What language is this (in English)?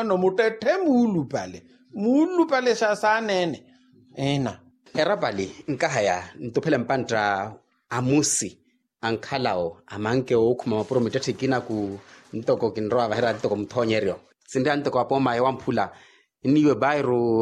Makhuwa